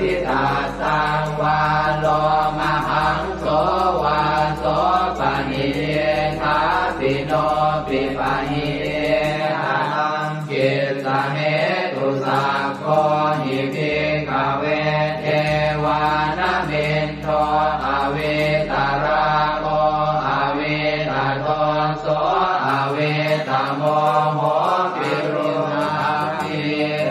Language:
Pali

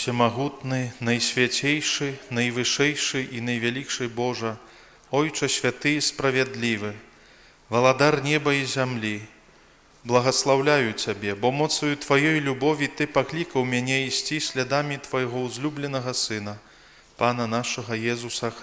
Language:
Belarusian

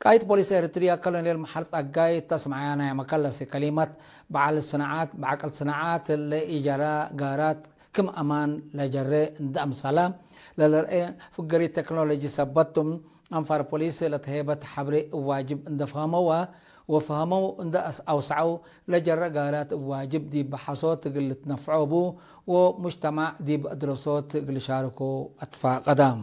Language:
Tigre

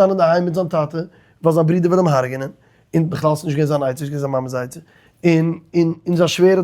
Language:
Yiddish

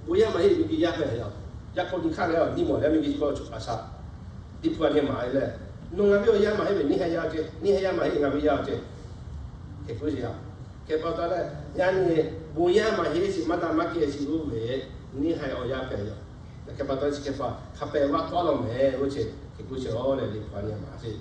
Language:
Lahu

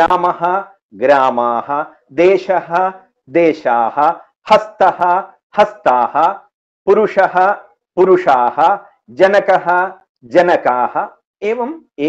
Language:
Sanskrit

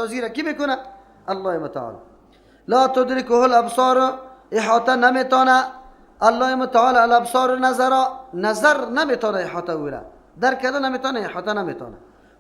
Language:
Persian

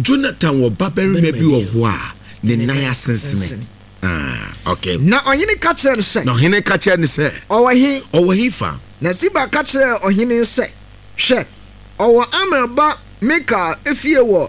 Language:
Akan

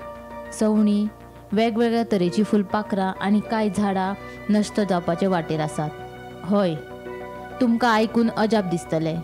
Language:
Konkani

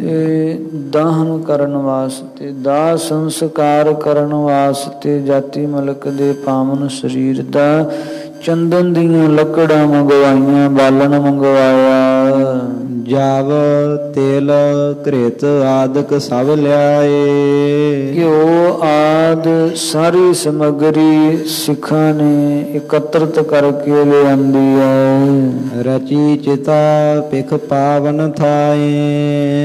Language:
Punjabi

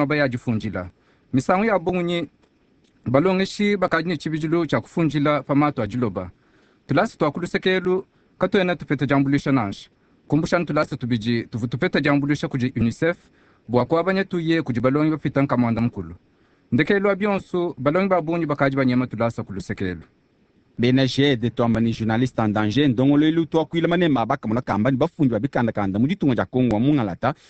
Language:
Luba-Lulua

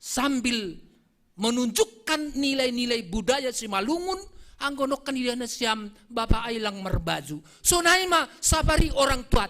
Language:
Batak Simalungun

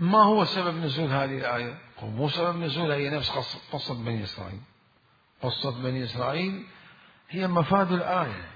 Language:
Mesopotamian Arabic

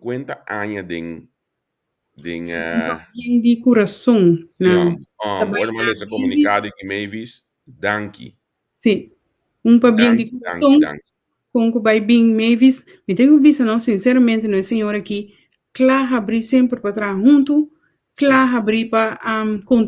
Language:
Papiamento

